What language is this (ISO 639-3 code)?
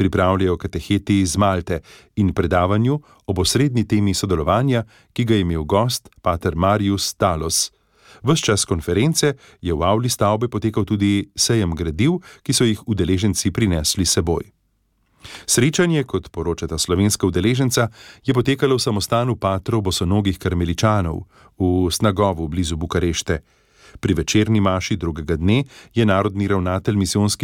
slv